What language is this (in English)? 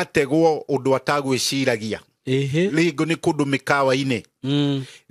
Kikuyu